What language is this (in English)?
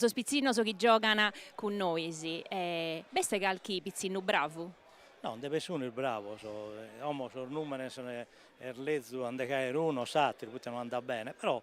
Sardinian